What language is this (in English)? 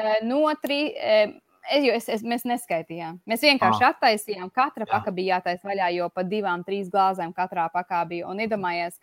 Latvian